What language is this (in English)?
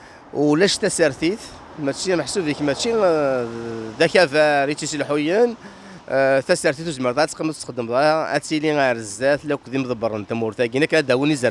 Kabyle